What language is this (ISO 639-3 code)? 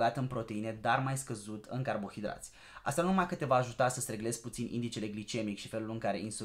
ron